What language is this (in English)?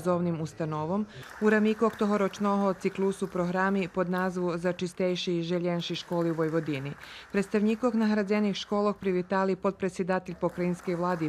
Rusyn